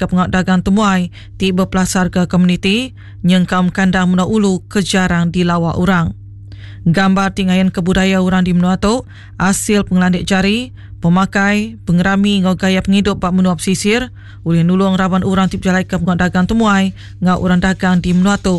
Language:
Iban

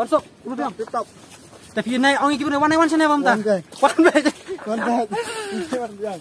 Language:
Khasi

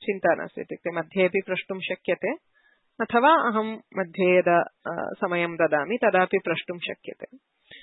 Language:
Sanskrit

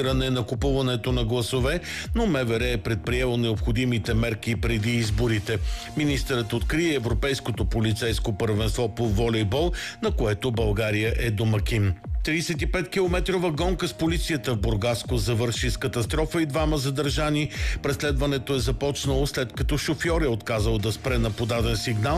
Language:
Bulgarian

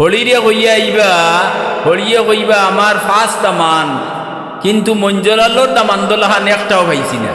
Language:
Sylheti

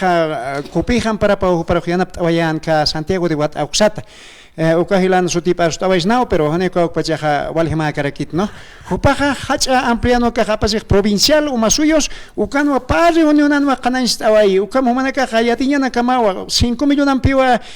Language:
Aymara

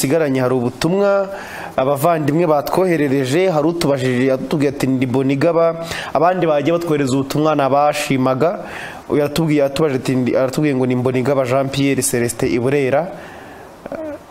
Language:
Kinyarwanda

